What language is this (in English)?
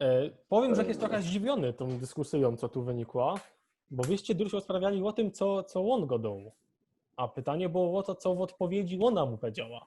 Silesian